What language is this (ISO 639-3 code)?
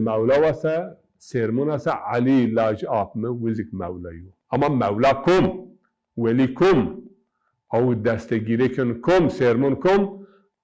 zza